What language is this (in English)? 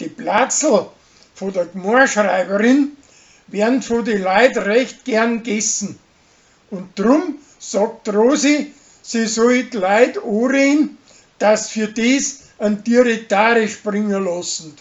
Bavarian